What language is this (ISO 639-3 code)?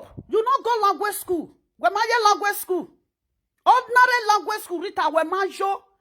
pcm